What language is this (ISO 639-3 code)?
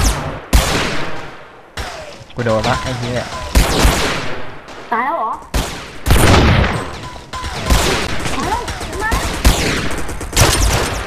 tha